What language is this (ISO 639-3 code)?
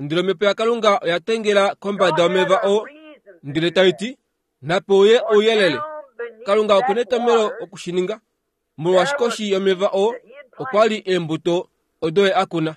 kua